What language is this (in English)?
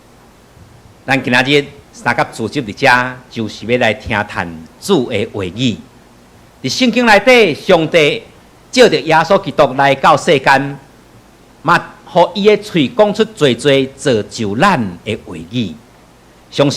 Min Nan Chinese